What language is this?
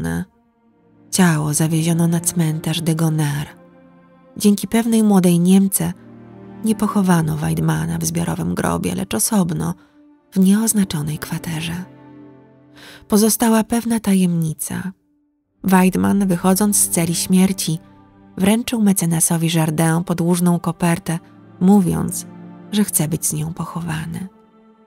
Polish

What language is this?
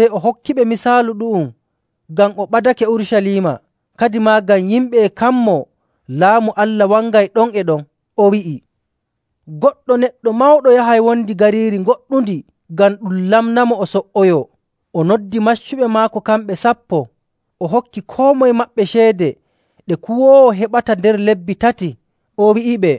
Nigerian Fulfulde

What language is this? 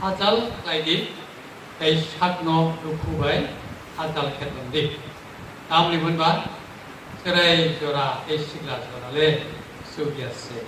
Kok Borok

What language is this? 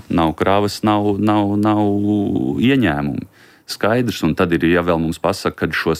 Latvian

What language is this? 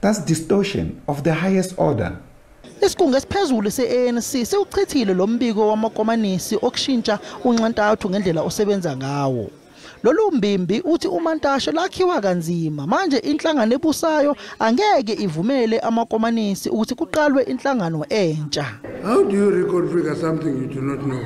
Zulu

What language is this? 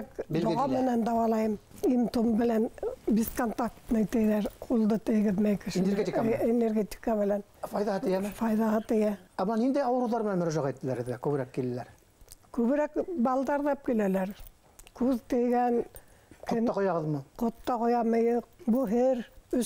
Bashkir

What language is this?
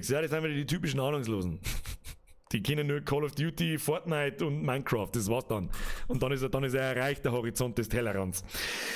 Bavarian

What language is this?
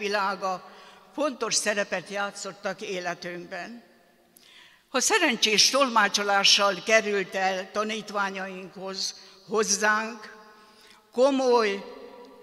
Hungarian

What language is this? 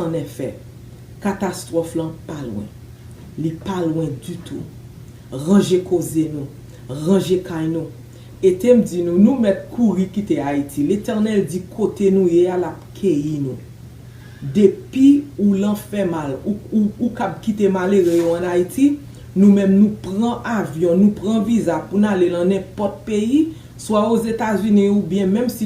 Haitian Creole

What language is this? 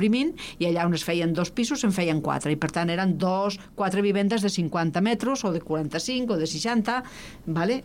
Catalan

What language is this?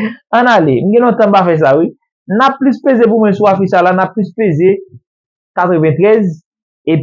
Haitian Creole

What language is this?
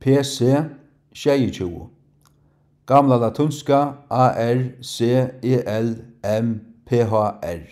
Faroese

